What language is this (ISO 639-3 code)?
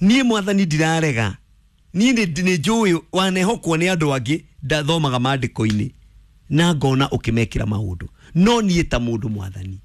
kik